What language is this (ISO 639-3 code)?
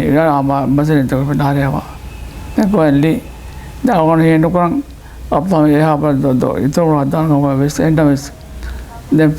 div